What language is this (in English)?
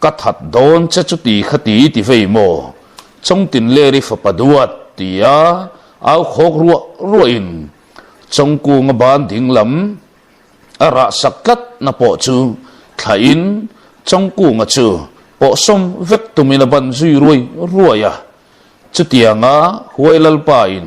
Mizo